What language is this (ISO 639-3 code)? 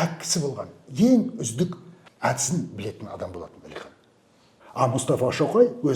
kaz